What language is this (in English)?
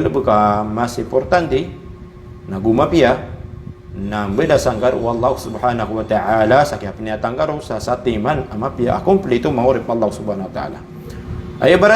Maranao